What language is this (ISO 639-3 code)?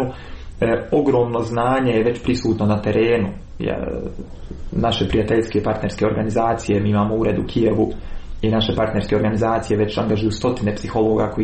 hrv